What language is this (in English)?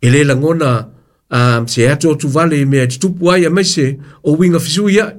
Samoan